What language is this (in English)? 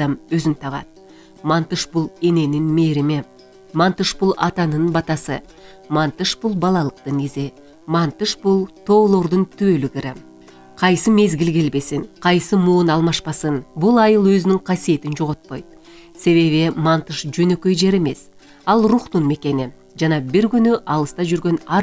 Kyrgyz